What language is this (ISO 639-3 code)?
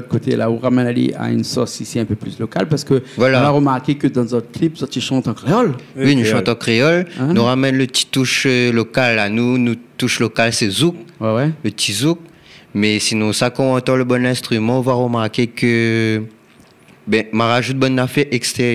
rcf